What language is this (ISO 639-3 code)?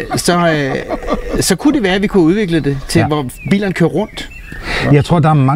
dan